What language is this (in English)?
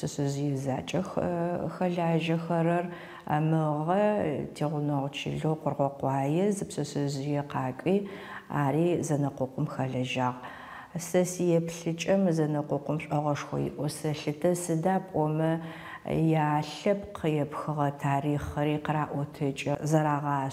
Adyghe